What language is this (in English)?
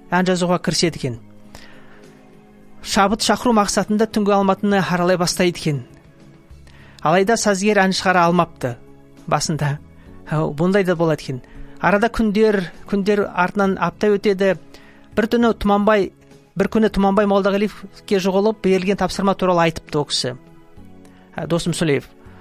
Kazakh